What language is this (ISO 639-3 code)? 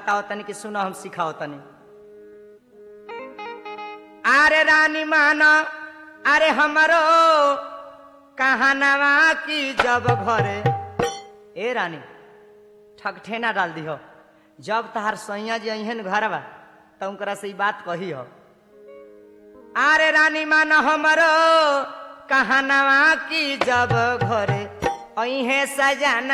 bho